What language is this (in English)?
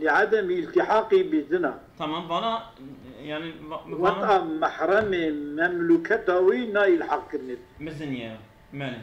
Kurdish